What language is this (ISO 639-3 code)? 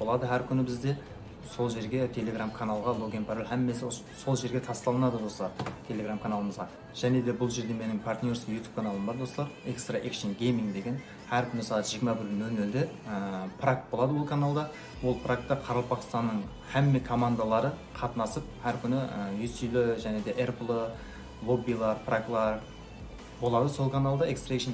kaa